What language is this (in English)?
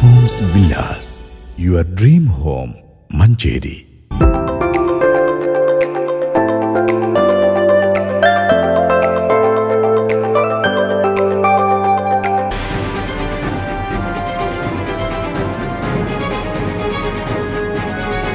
Malayalam